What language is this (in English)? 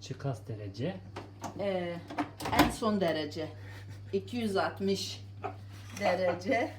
Zaza